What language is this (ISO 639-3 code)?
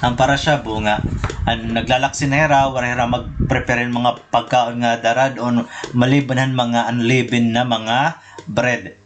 war